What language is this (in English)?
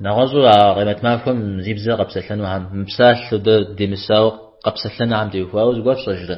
Kabardian